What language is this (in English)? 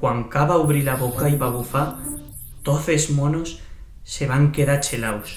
Aragonese